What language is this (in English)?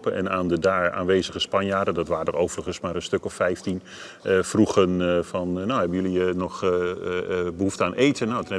Dutch